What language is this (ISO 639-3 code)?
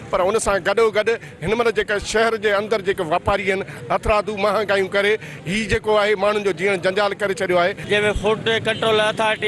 snd